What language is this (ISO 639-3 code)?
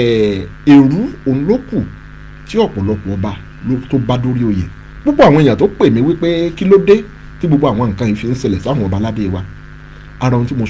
yor